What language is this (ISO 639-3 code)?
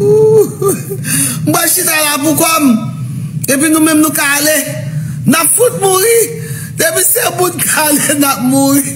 hat